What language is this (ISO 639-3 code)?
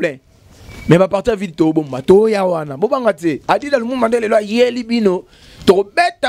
lin